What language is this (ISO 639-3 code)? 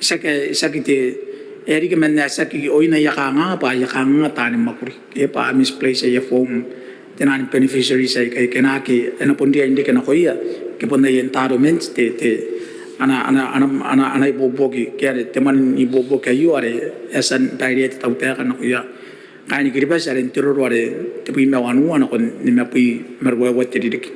gil